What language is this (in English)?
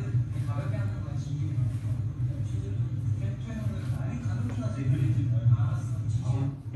Korean